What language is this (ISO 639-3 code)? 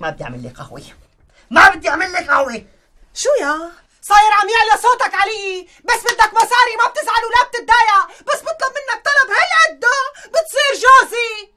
apc